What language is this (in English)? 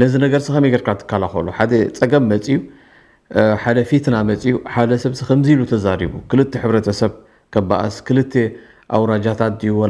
Tigrinya